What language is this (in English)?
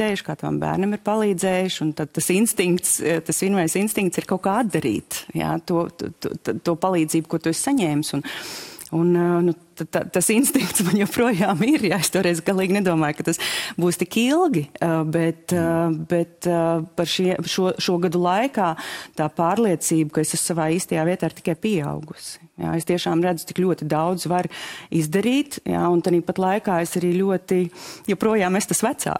Latvian